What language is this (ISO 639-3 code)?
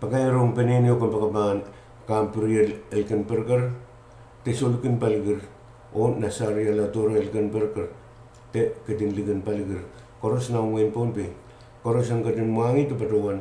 pon